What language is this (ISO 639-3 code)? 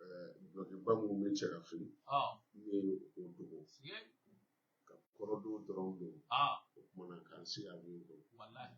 bam